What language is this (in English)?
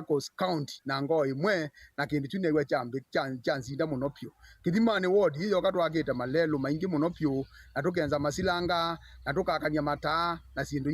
Kamba